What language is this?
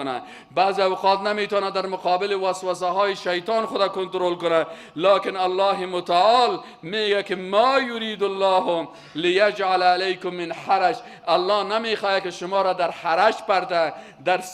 Persian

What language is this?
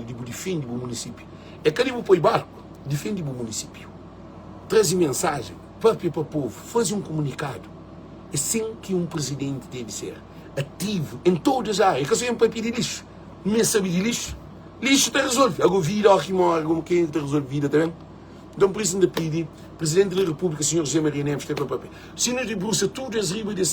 Kabuverdianu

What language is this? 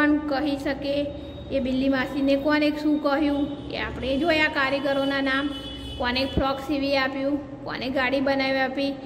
Gujarati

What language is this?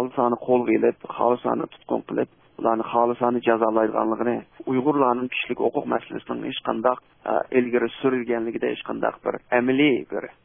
Uyghur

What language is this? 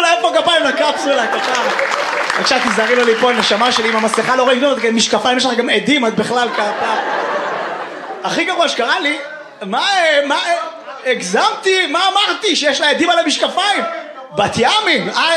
Hebrew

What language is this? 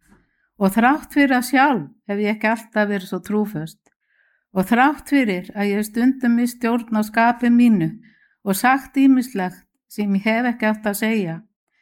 Icelandic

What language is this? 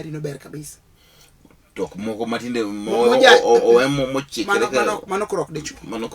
Luo (Kenya and Tanzania)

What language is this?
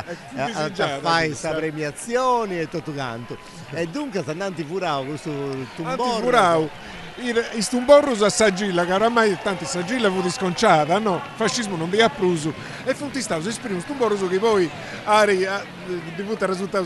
Sardinian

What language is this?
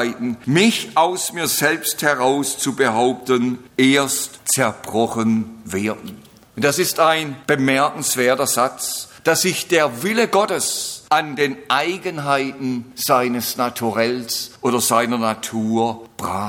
German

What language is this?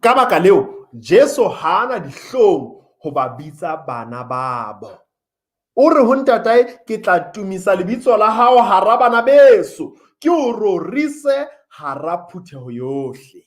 Southern Sotho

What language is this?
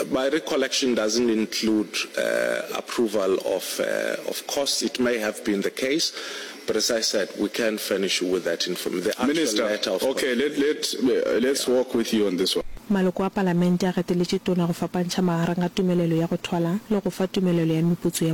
Northern Sotho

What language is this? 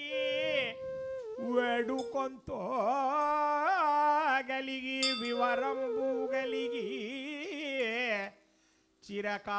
Tamil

